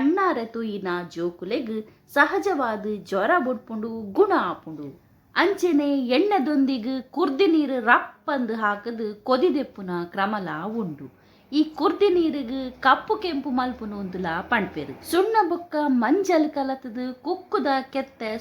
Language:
Tulu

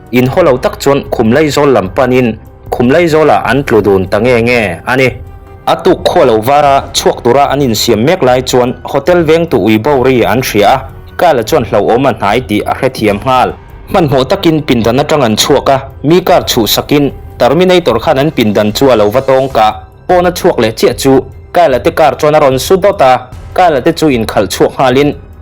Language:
Mizo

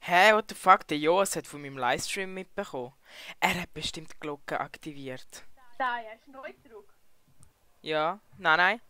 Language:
Swiss German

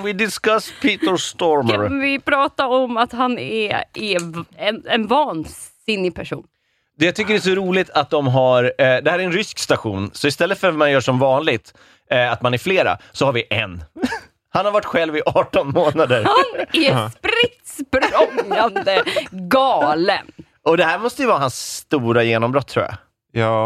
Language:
Swedish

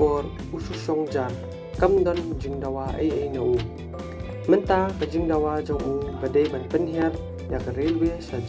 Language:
Khasi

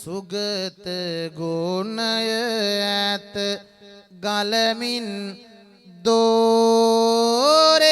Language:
Sinhala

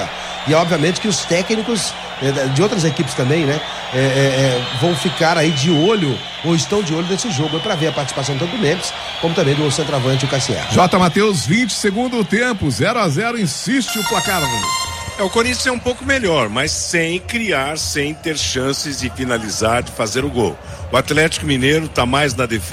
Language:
Portuguese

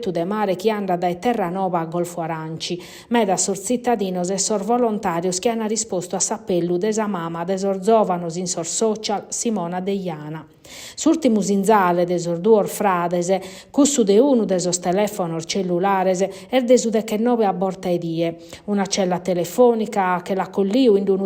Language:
Sardinian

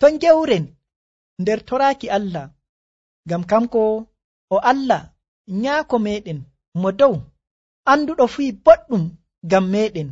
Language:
Nigerian Fulfulde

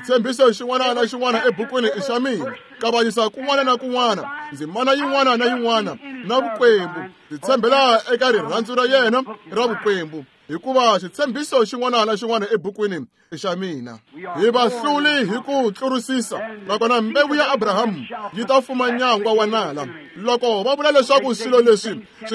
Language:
Tsonga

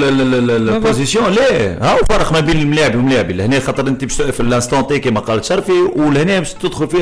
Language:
Tunisian Arabic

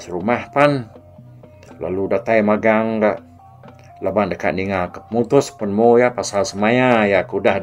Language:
Iban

